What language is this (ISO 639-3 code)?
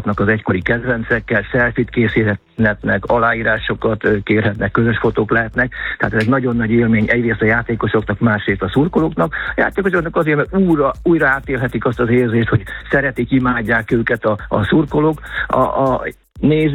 hun